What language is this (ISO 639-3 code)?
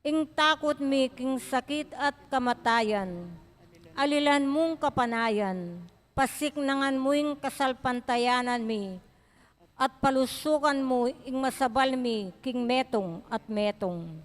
pam